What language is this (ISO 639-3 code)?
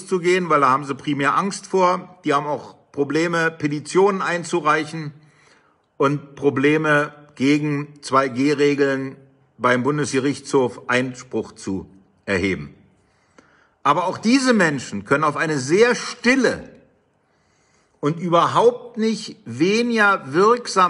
deu